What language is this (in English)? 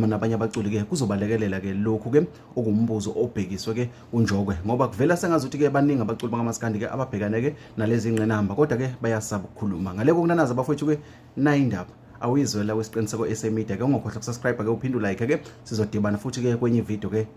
Zulu